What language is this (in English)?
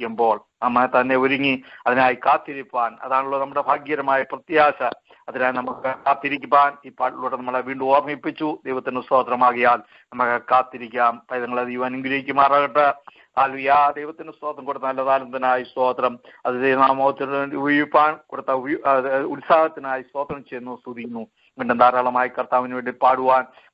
Malayalam